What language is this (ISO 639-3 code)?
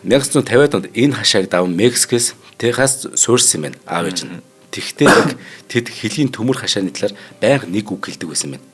mon